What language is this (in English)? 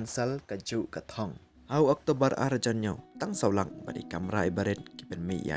Khasi